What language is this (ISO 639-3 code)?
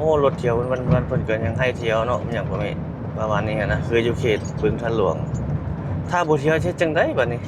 lao